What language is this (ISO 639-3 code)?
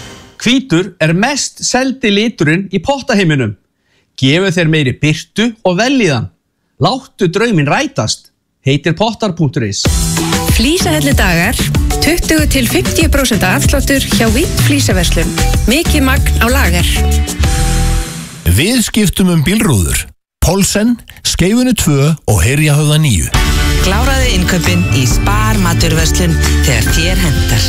isl